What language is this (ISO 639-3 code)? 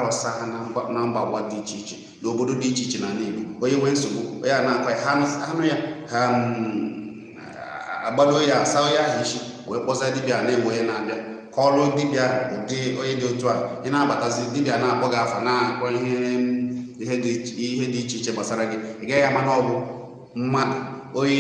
ibo